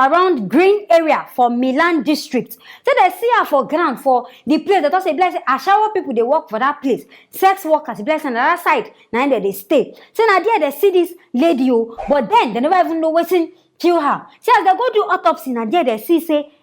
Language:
Nigerian Pidgin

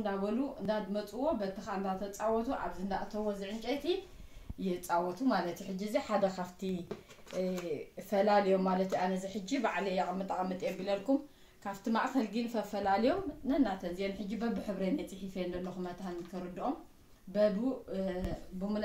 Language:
Tigrinya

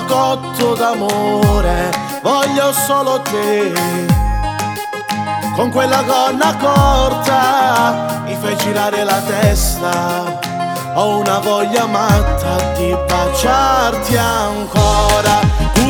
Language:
Italian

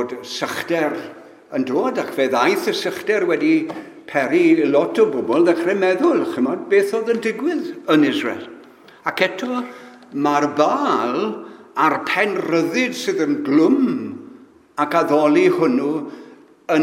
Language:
Welsh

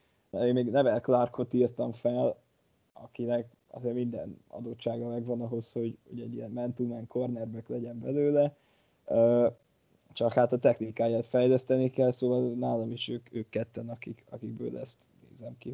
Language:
Hungarian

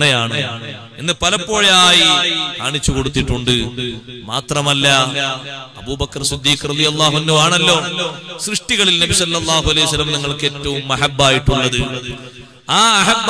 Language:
Malayalam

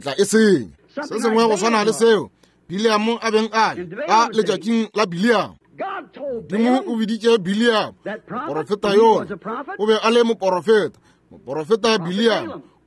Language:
Northern Sotho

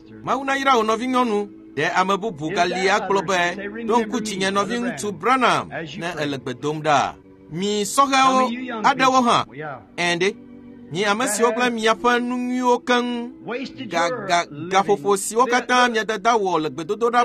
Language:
Ewe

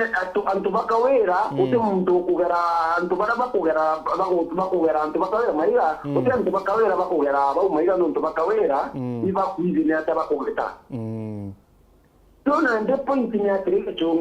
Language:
Meru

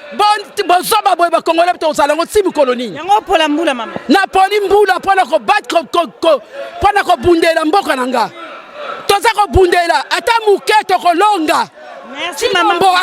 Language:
Lingala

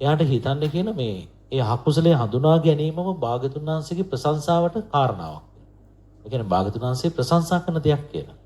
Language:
Sinhala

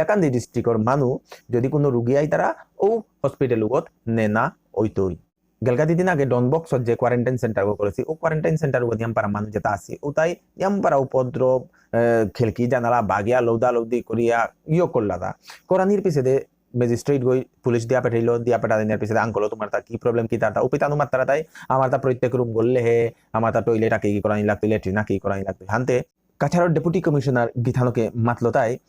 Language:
Bishnupriya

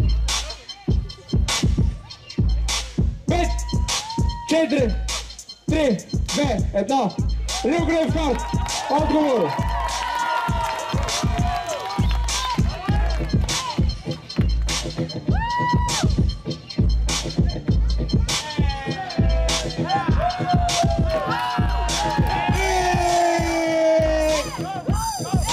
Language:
Bulgarian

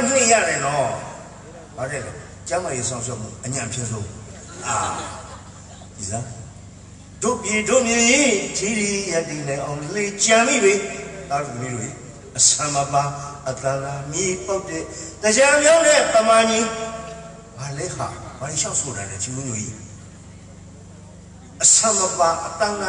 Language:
Burmese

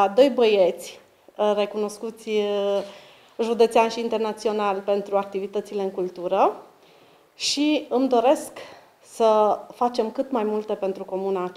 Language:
Romanian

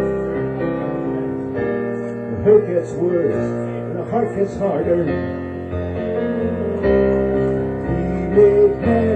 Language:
English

